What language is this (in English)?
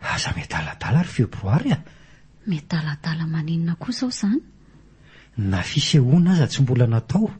Malagasy